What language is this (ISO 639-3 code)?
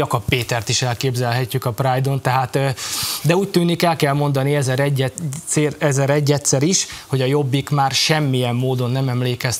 hun